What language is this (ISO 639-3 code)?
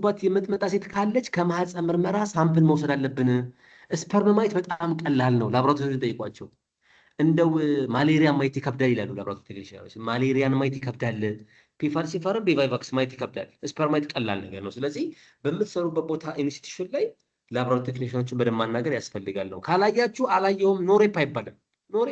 amh